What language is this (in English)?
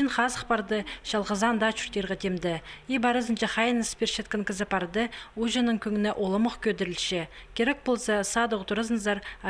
Khakas